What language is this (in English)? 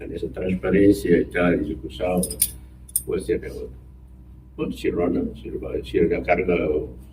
Tetum